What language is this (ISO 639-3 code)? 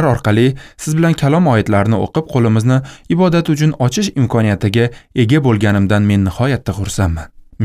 uzb